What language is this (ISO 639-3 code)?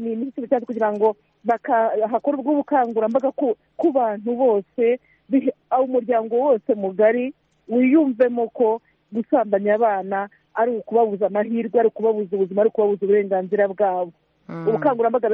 kin